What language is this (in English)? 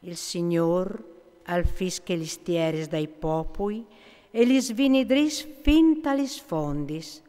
Friulian